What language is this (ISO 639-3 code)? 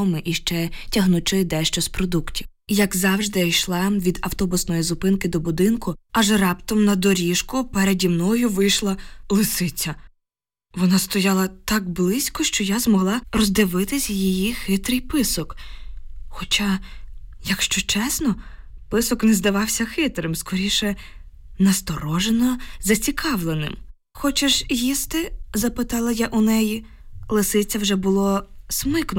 ukr